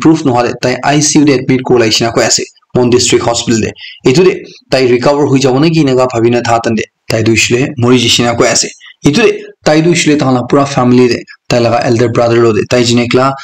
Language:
Naga Pidgin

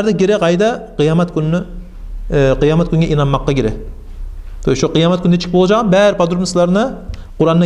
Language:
Kumyk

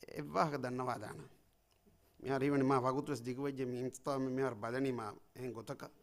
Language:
Divehi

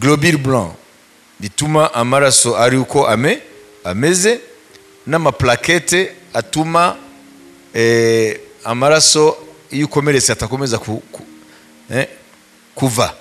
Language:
Kinyarwanda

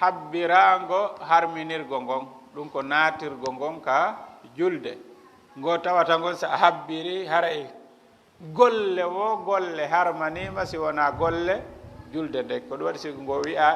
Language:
Fula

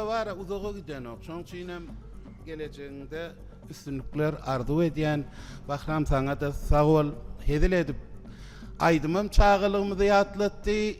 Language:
Turkmen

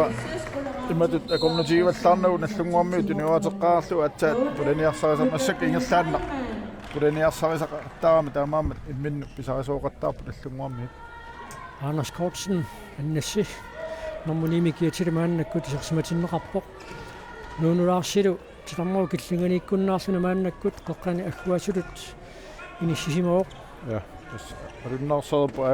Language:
Kalaallisut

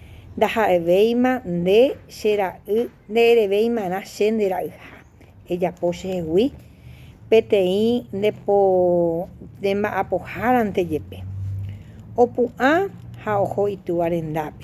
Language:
Guarani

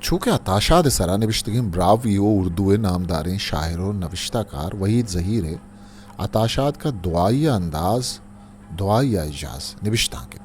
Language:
Eastern Balochi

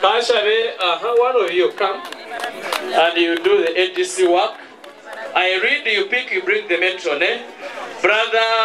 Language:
Nyankole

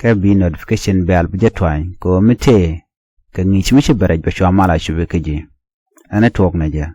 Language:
Nuer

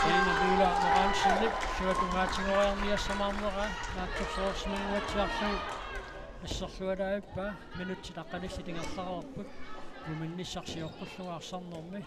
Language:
Kalaallisut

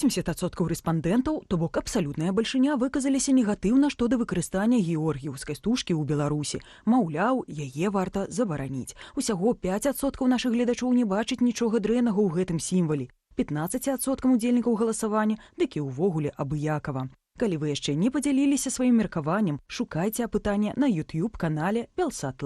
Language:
Belarusian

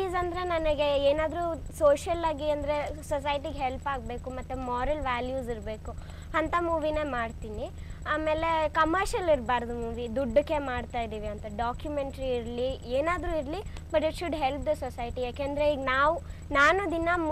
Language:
Kannada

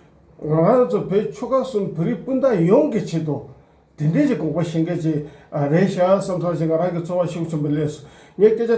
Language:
Tibetan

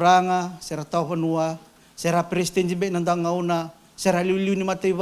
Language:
Fijian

